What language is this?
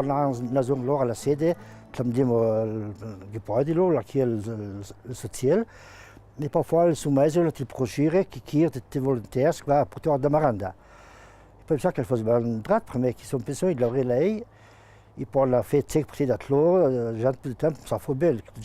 Ladin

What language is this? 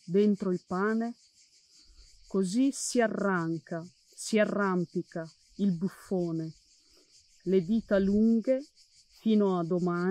Italian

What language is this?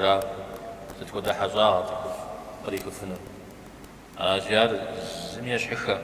Kabardian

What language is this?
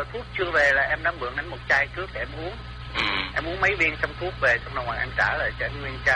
Vietnamese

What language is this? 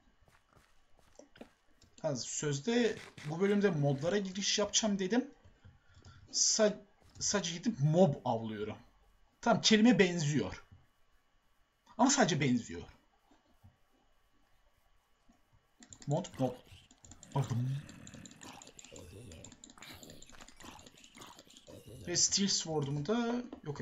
Turkish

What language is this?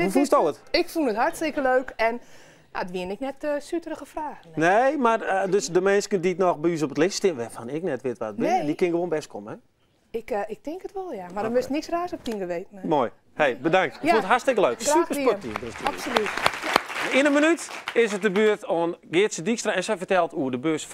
Western Frisian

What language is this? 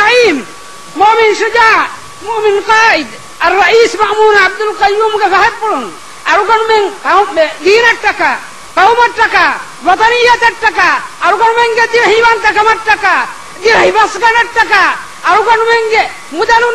Divehi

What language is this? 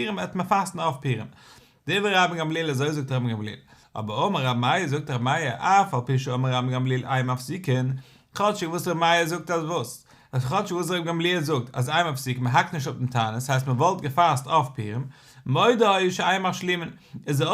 Yiddish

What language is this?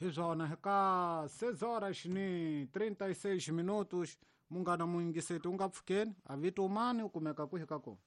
Tsonga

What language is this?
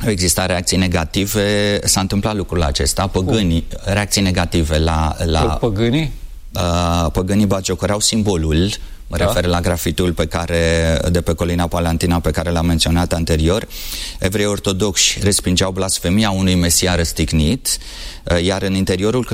Romanian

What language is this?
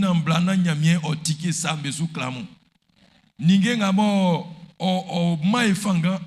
Baoulé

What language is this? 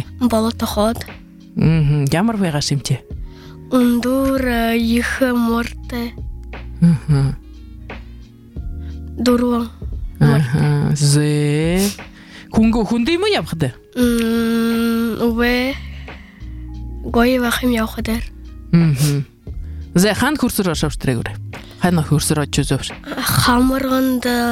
Buriat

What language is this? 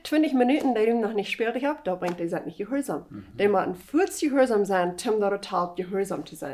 Plautdietsch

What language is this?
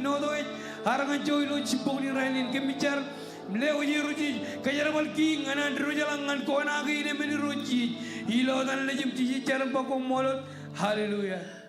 Marshallese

